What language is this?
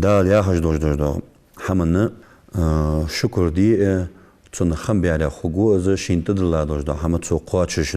Ingush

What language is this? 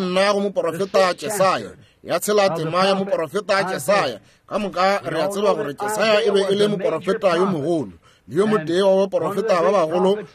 Northern Sotho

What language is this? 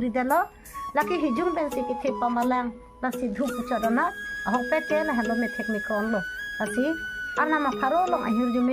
Karbi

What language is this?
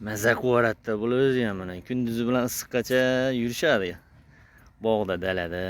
Uzbek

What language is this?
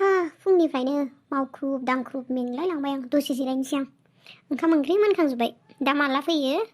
Bodo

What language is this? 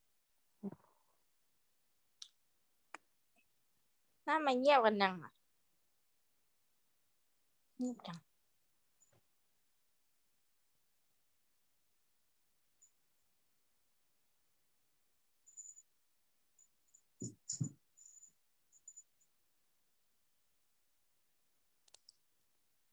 Thai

